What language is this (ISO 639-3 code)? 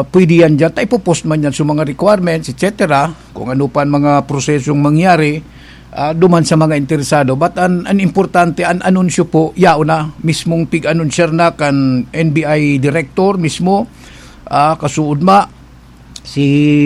bik